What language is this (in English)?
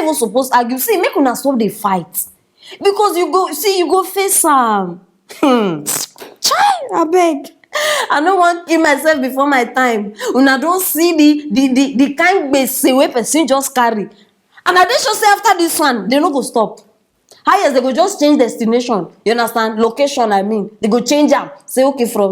Nigerian Pidgin